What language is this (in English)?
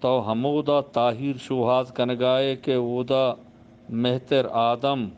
Eastern Balochi